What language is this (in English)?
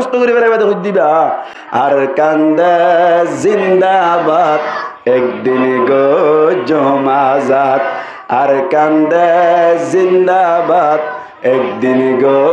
Rohingya